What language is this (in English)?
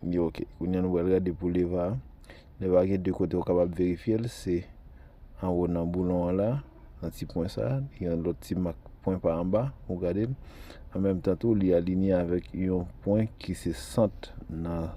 Haitian Creole